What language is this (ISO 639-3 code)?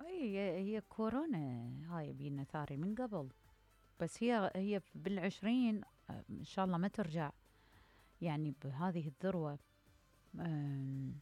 acm